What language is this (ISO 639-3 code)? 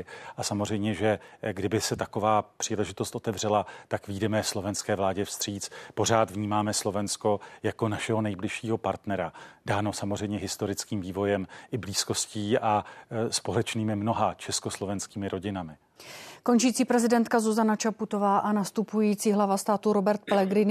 ces